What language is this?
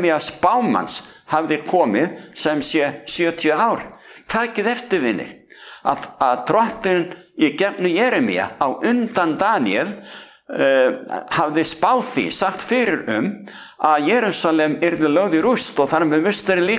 Icelandic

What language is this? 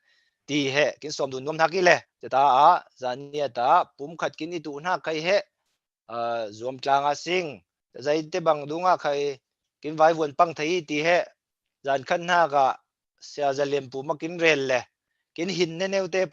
Falam Chin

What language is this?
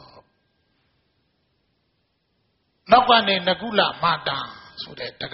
Burmese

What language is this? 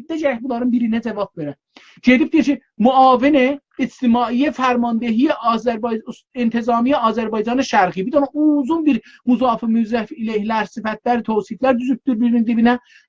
South Azerbaijani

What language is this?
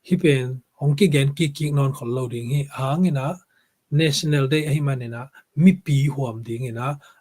Tedim Chin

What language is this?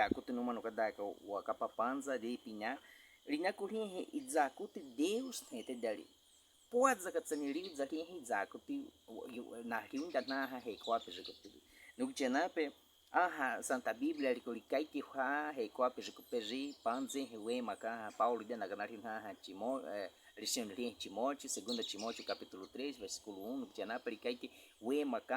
Baniwa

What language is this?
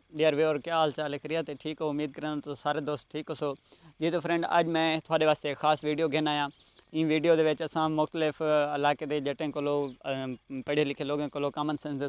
Saraiki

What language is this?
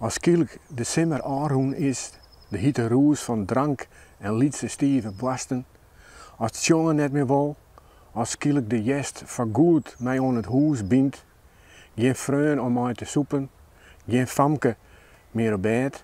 Western Frisian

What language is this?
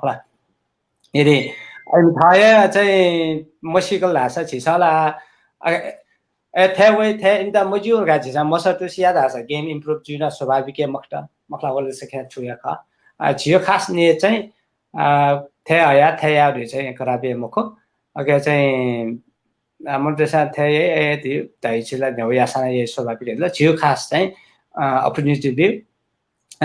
Newari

